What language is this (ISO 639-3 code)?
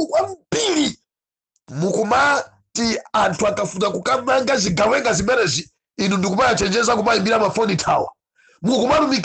nya